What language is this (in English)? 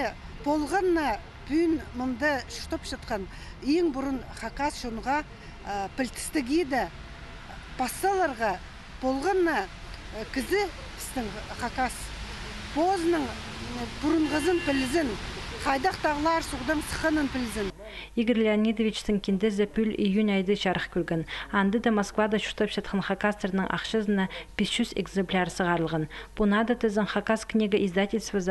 Khakas